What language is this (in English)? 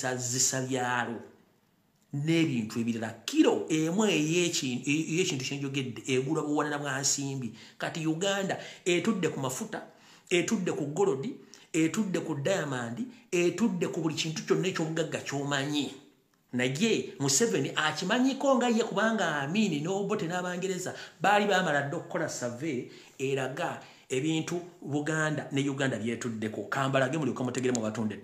Ganda